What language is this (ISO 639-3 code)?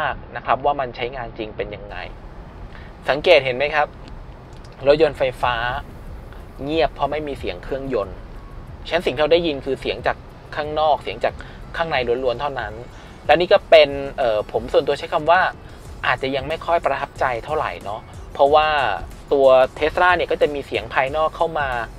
tha